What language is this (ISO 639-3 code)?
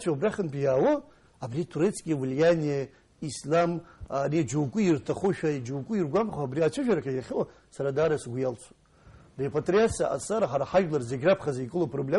abk